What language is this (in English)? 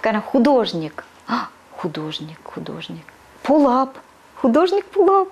Chuvash